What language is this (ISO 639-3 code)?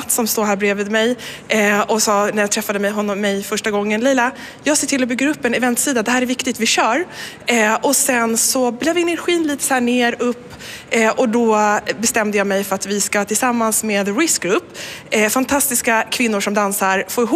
swe